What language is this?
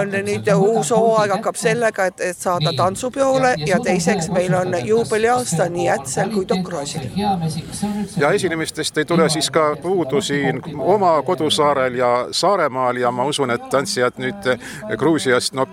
Estonian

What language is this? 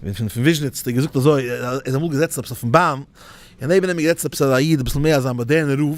Yiddish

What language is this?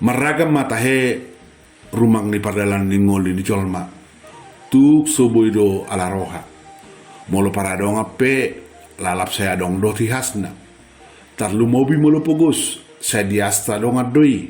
Batak Toba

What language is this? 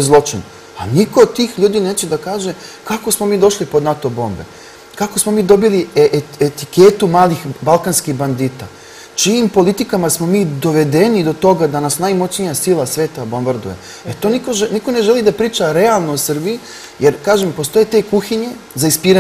Serbian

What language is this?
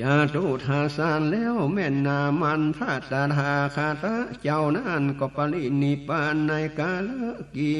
Northern Thai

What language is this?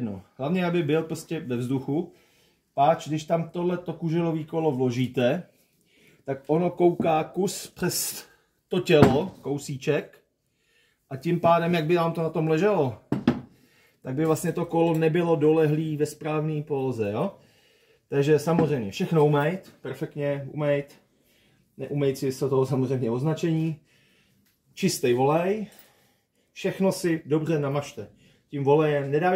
Czech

